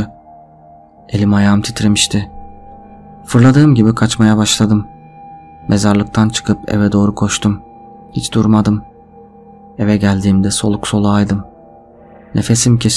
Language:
Turkish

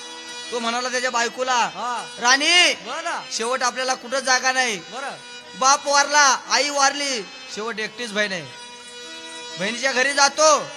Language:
Marathi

